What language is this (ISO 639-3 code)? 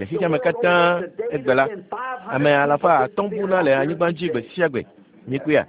ewe